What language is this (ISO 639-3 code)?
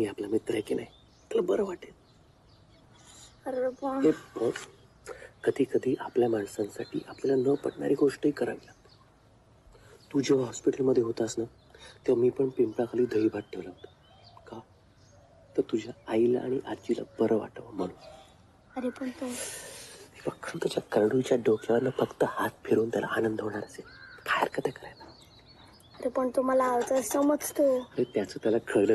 mar